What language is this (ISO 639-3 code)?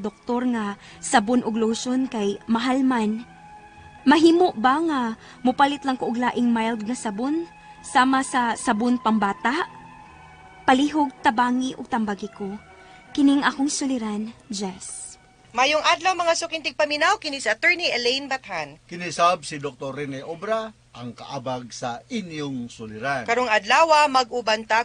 ceb